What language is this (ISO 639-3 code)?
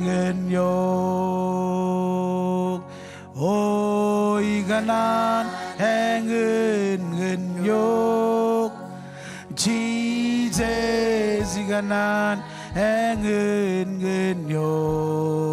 mah